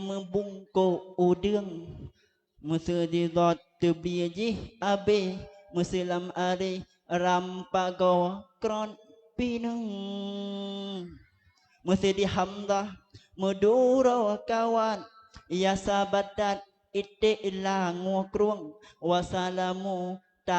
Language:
Achinese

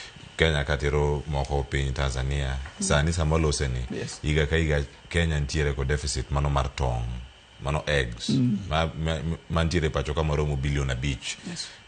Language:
Luo (Kenya and Tanzania)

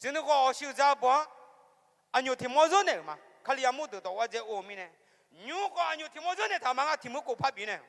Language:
Akha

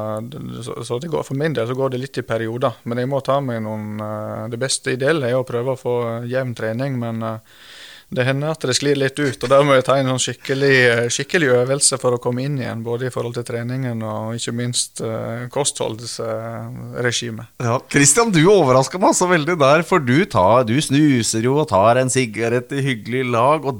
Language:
Norwegian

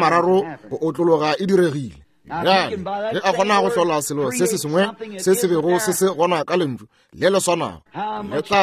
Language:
Northern Sotho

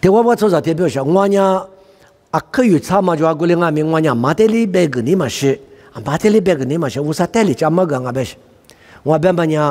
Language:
Lisu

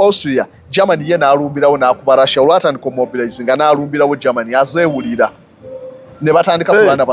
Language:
Ganda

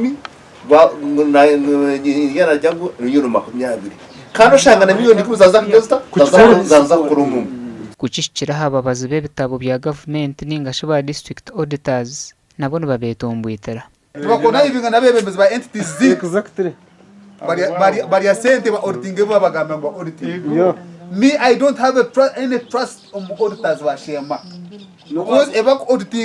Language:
Nyankole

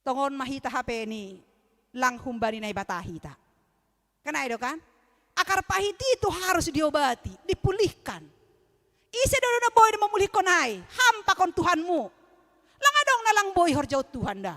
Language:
Batak Simalungun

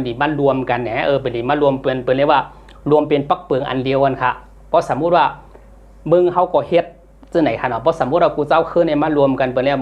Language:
Shan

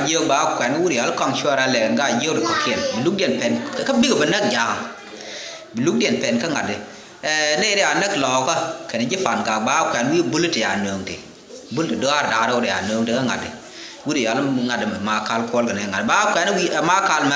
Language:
Nuer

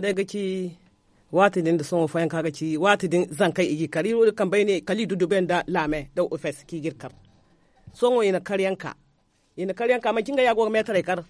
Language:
Zarma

